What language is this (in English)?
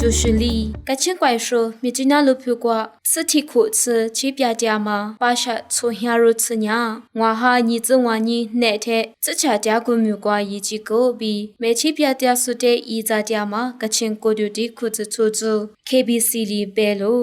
Lisu